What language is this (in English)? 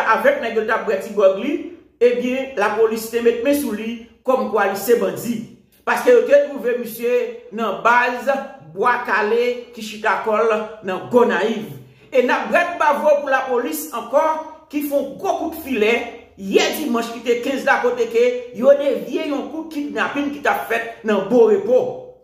Haitian Creole